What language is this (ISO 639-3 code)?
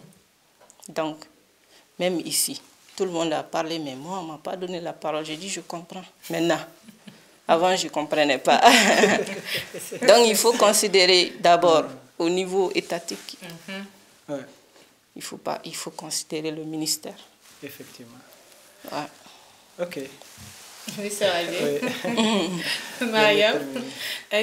fra